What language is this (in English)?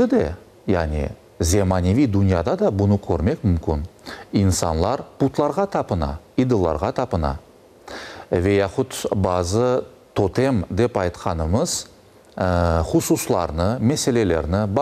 Crimean Tatar